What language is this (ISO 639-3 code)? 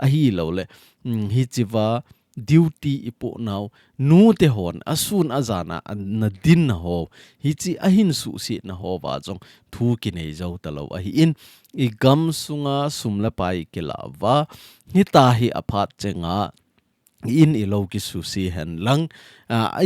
tcz